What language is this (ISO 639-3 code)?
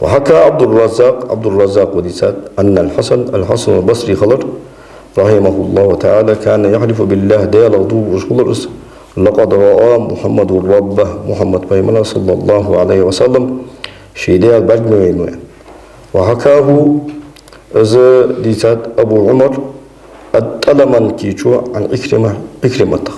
inh